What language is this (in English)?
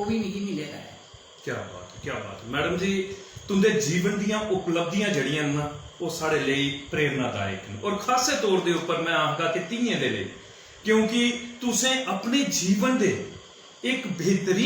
Dogri